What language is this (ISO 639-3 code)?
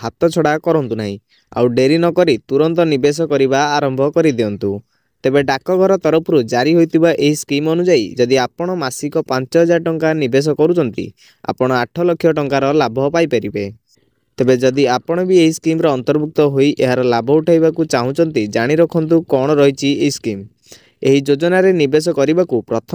ori